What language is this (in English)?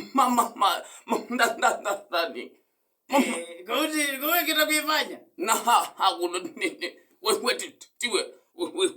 Kamba